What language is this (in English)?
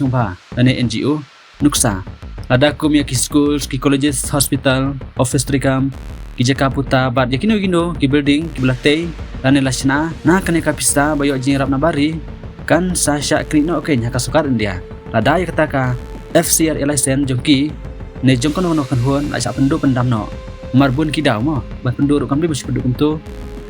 Khasi